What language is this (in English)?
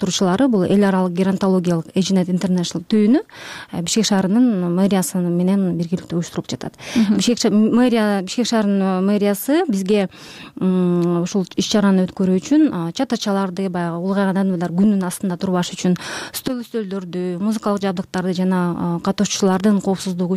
Kyrgyz